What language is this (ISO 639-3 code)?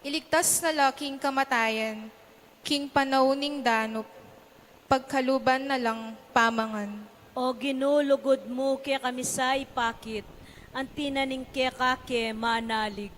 pam